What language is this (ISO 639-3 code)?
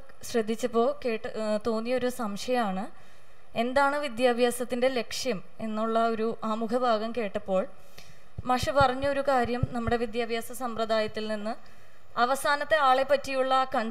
mal